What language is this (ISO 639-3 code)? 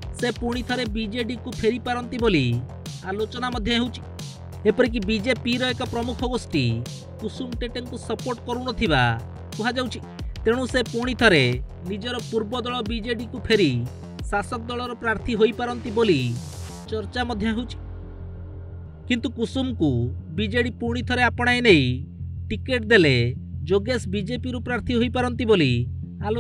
ori